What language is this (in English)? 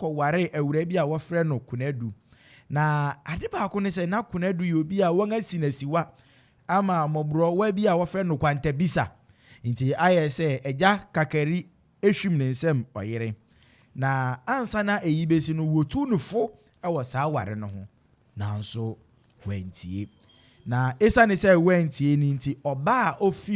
Akan